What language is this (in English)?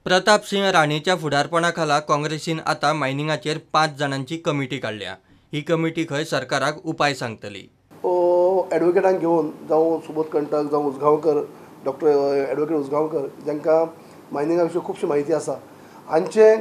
Konkani